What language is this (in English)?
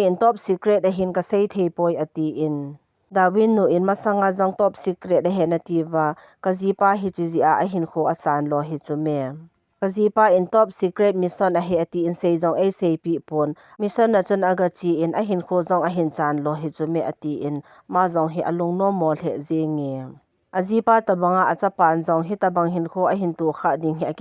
Thado Chin